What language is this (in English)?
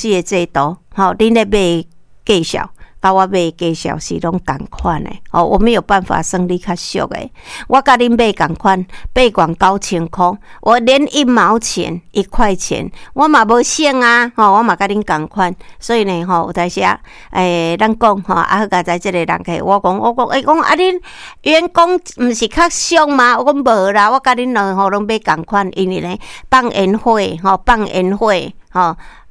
Min Nan Chinese